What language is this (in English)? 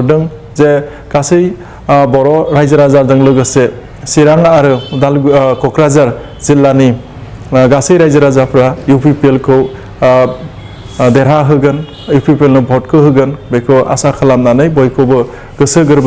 Bodo